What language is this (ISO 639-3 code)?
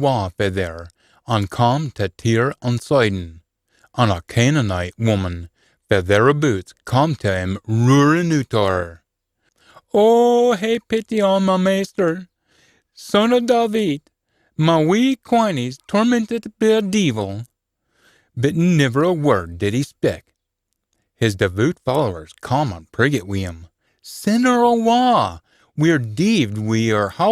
sco